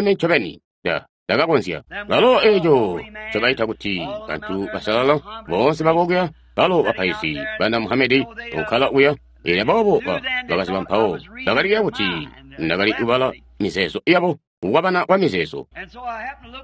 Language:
Tonga (Zambia)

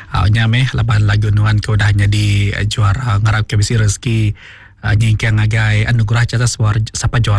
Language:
Iban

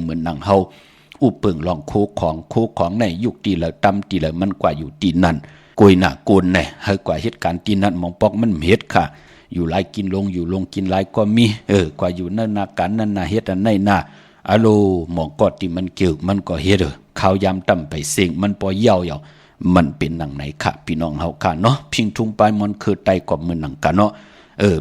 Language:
Shan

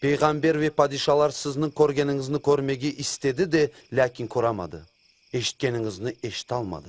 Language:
Crimean Tatar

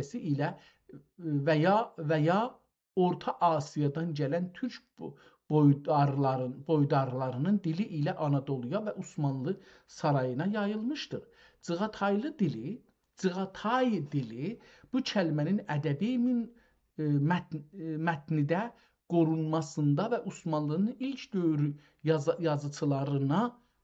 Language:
South Azerbaijani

